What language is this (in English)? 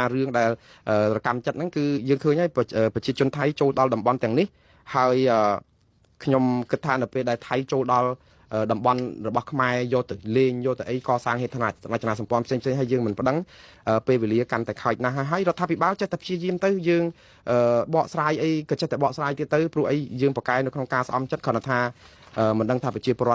Khmer